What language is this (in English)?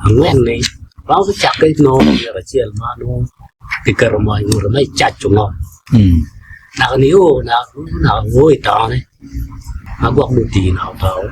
Acoli